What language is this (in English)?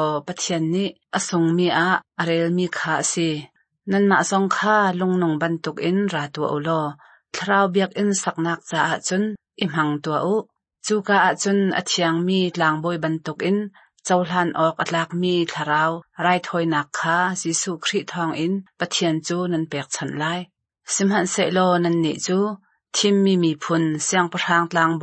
Hakha Chin